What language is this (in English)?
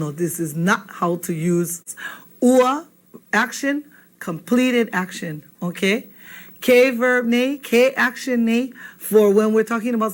Hawaiian